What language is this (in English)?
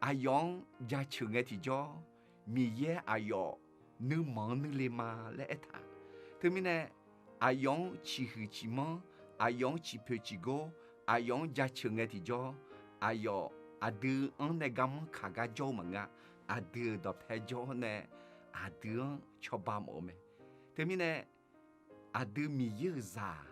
Akha